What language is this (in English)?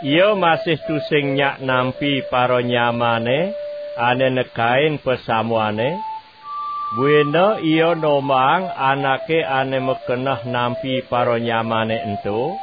Balinese